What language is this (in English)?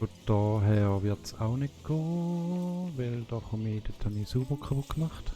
Swiss German